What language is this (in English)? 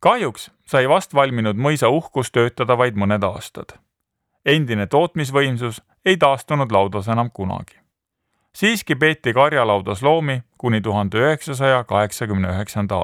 Estonian